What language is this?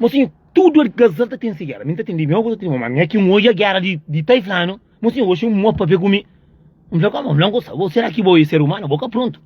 Kabuverdianu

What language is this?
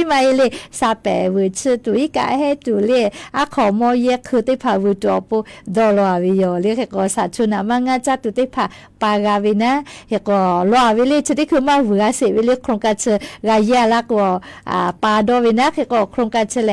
Lahu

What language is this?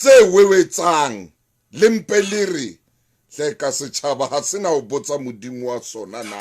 Southern Sotho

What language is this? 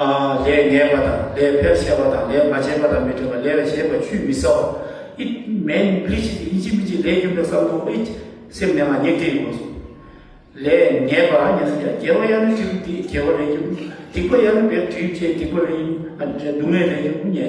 Tibetan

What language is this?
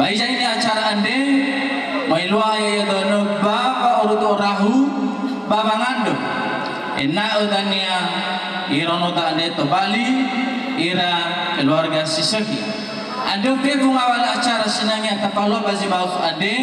Nias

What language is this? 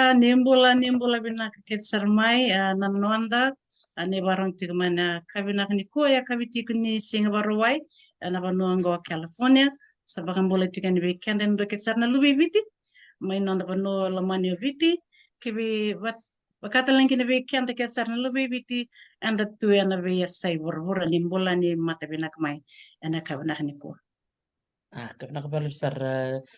Fijian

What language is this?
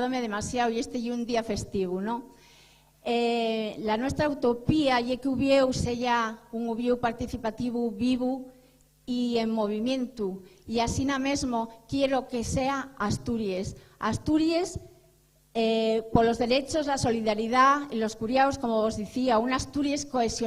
Asturian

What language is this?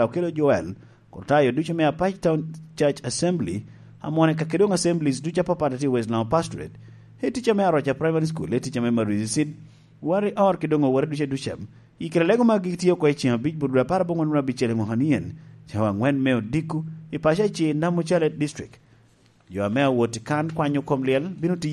Lango (Uganda)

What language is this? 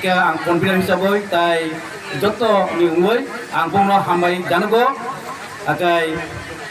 Kok Borok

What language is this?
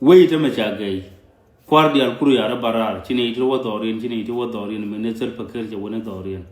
Nuer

